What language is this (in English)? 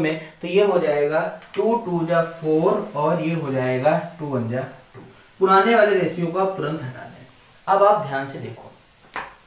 Hindi